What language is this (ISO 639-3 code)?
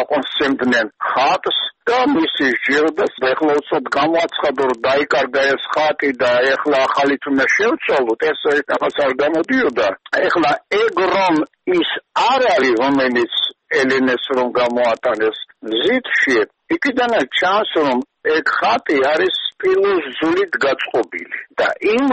kat